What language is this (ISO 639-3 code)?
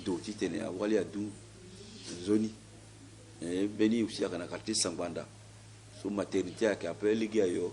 sag